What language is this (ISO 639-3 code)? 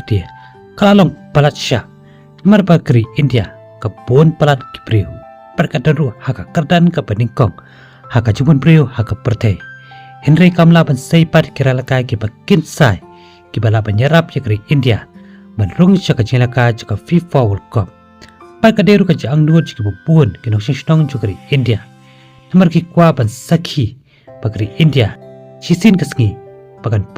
kha